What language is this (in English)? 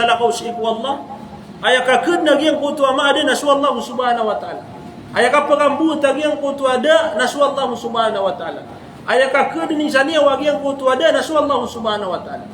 Maranao